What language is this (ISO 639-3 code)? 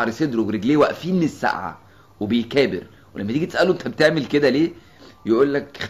arz